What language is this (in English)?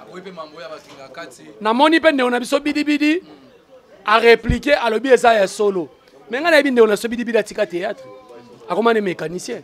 Lingala